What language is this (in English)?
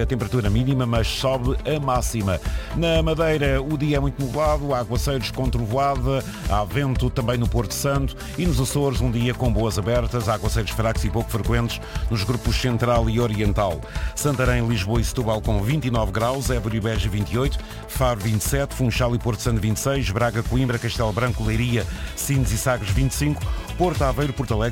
Portuguese